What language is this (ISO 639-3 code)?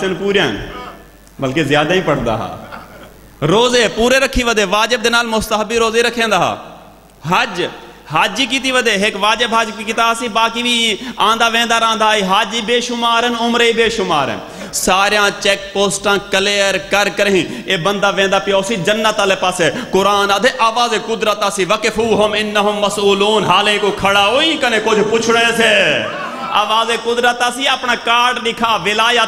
skr